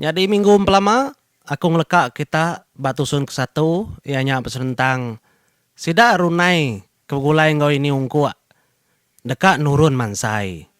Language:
Iban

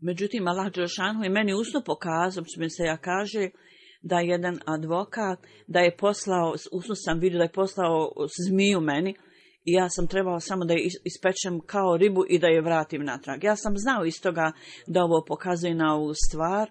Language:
Bosnian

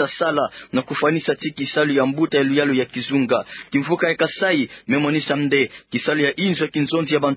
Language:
Kituba (Democratic Republic of Congo)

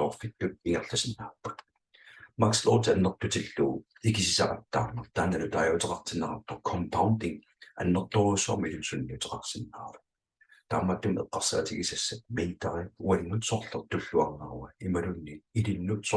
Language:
Kalaallisut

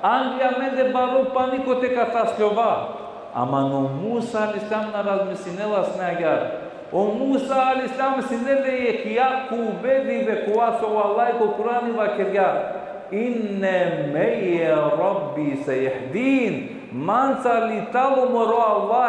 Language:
Balkan Romani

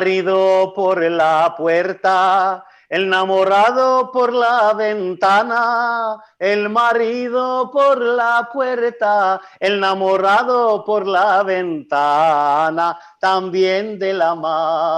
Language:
Ladino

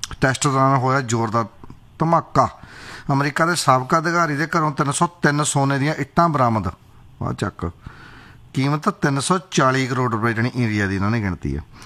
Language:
Punjabi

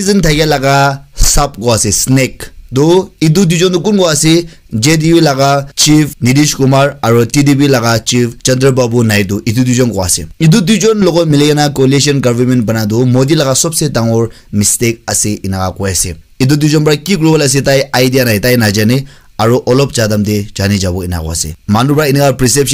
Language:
Naga Pidgin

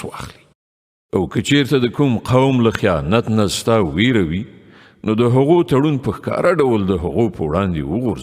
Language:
Pashto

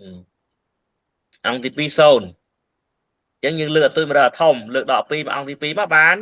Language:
Khmer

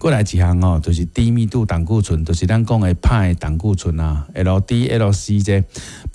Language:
Min Nan Chinese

